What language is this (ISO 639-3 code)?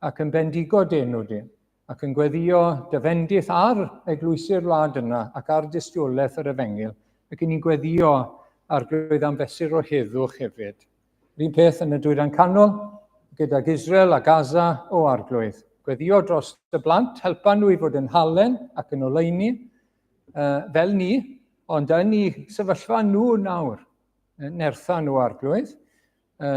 cym